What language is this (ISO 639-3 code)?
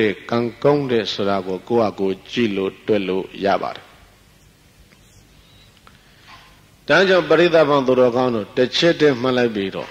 mya